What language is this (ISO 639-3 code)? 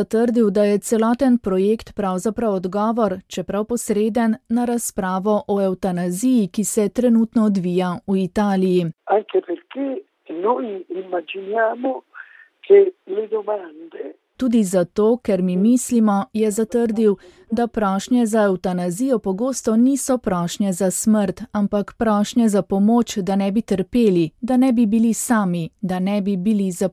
slv